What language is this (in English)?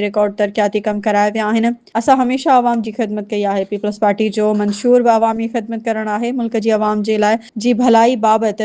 Sindhi